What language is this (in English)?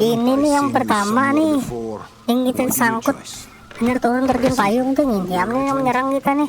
Banjar